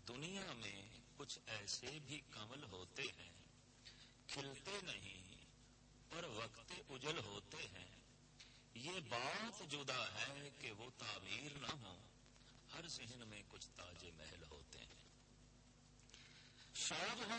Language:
Punjabi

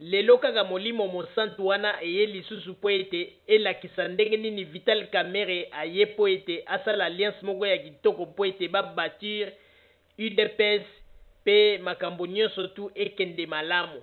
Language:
Lingala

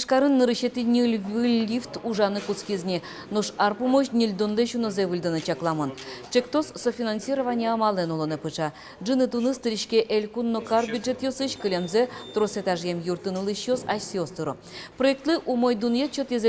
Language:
Udmurt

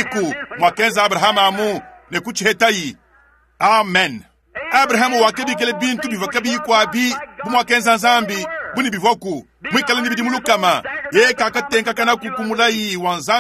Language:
Luba-Lulua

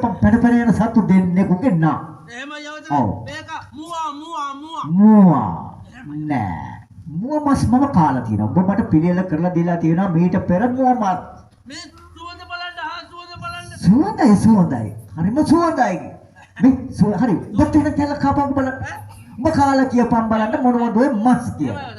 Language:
Sinhala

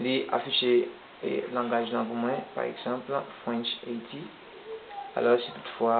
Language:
Haitian Creole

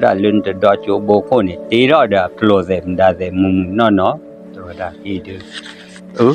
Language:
S'gaw Karen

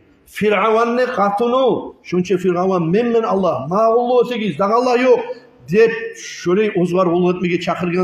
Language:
Kumyk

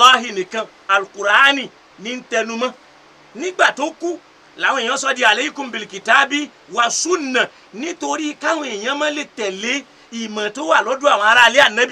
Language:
Yoruba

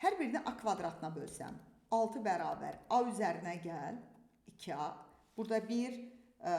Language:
Azerbaijani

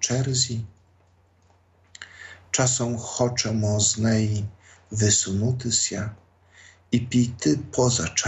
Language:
Ukrainian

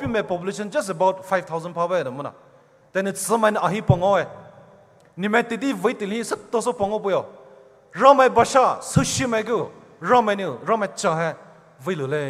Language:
Poumei Naga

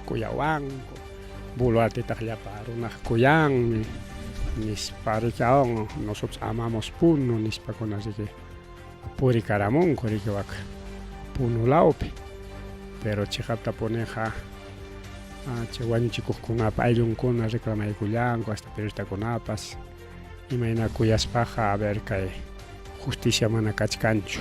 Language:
Ayacucho Quechua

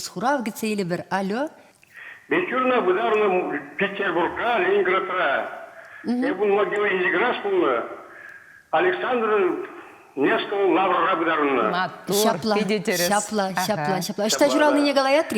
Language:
Chuvash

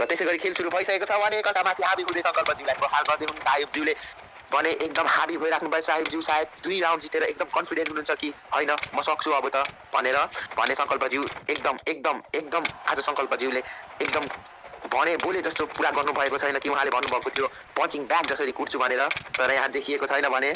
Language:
Nepali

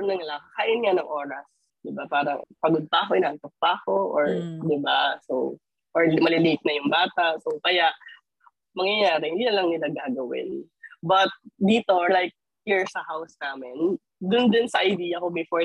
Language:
Filipino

